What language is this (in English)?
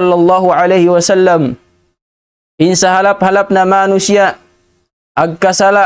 Tausug